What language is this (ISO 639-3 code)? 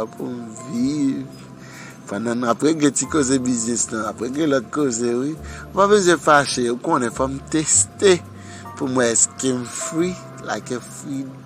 hat